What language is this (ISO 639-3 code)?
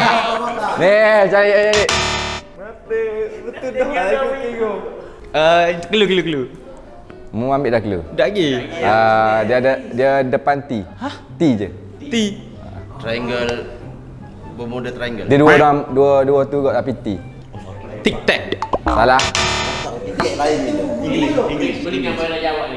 msa